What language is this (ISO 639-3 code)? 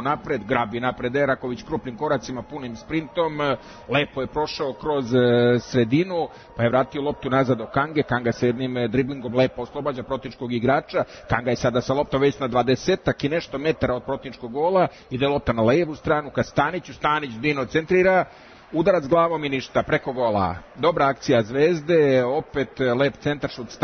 srp